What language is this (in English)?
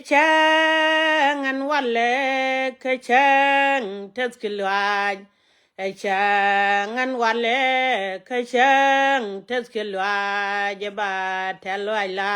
Nuer